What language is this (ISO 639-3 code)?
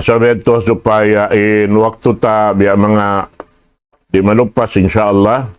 tsg